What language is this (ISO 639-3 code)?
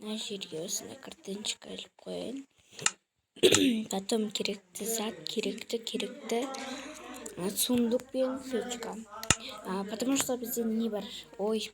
kaz